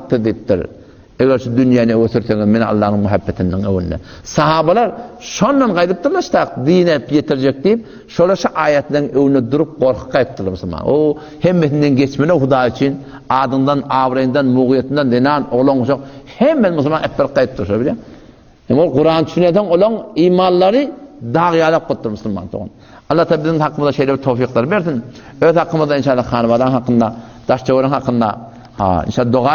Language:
Turkmen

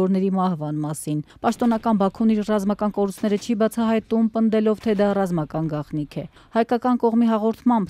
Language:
Armenian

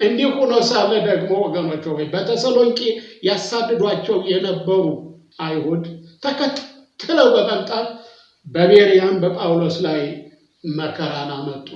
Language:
Amharic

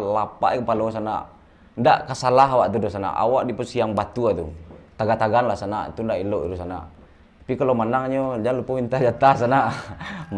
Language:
Minangkabau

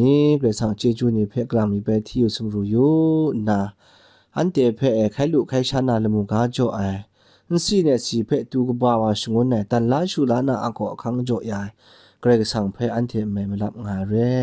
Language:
Kachin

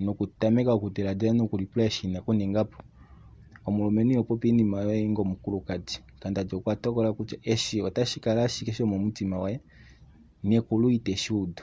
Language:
Kuanyama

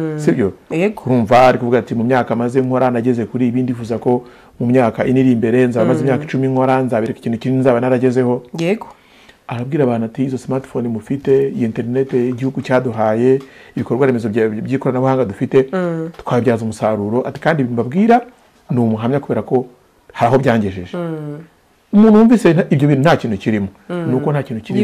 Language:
Kinyarwanda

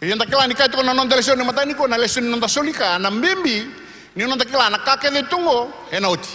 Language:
Fijian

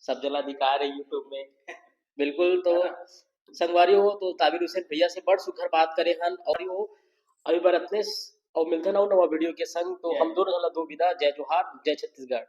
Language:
Chhattisgarhi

